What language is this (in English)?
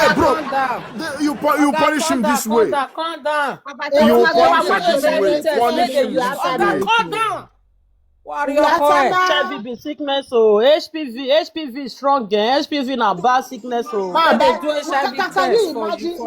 Nigerian Pidgin